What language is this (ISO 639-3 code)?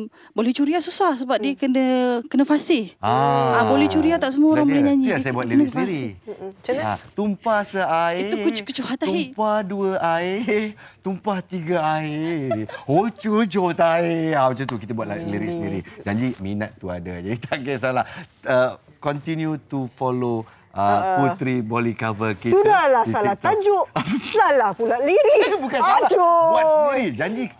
msa